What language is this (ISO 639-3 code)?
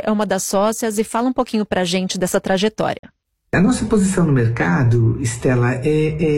por